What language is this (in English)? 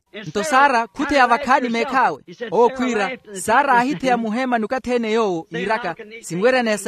Makhuwa